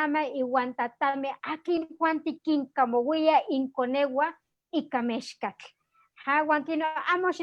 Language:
Eastern Huasteca Nahuatl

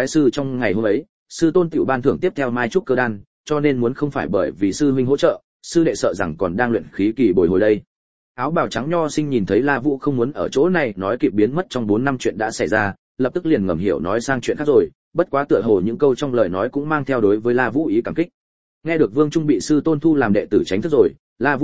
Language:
Vietnamese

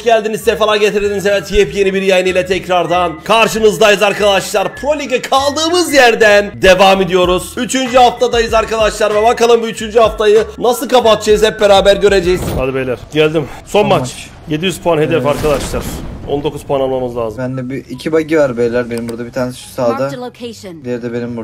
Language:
Turkish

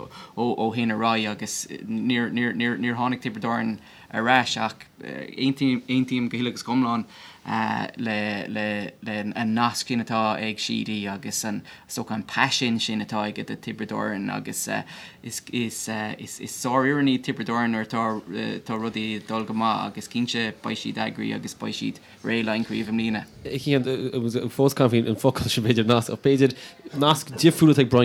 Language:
Irish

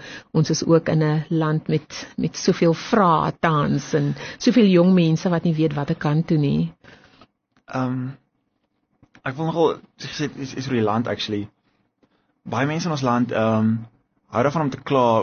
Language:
Afrikaans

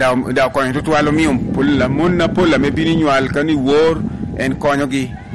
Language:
Lango (Uganda)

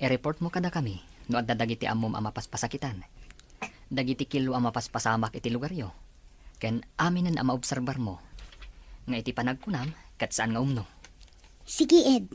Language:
Iloko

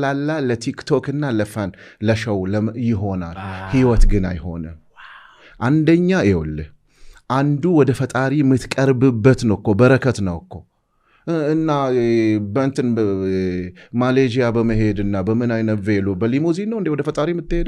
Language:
Amharic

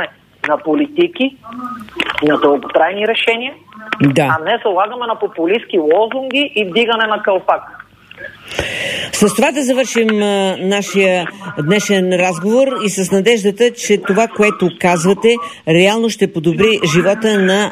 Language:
Bulgarian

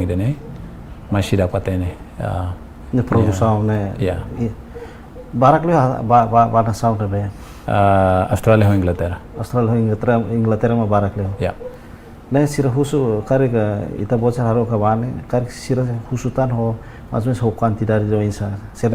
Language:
Tetum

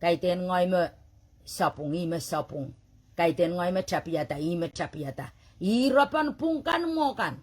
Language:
Pohnpeian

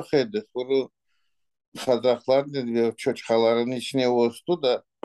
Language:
Crimean Tatar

